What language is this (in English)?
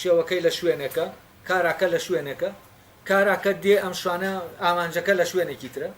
Central Kurdish